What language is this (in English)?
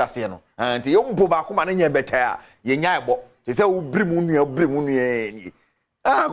Akan